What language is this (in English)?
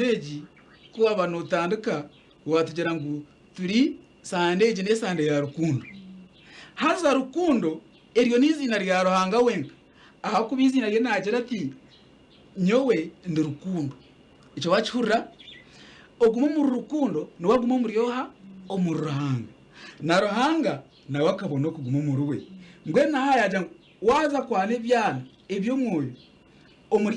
Nyankole